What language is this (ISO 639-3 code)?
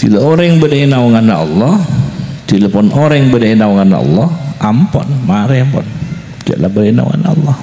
mad